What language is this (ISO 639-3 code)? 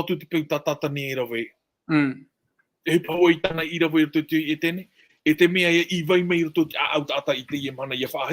tah